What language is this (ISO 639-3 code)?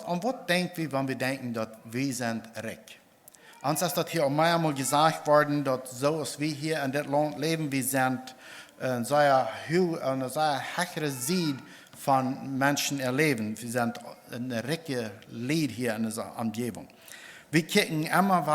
pdt